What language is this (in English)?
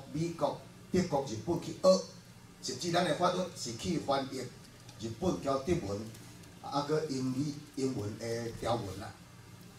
Min Nan Chinese